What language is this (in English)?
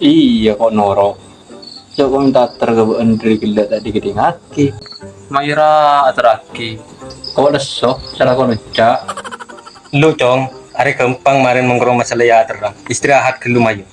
Madurese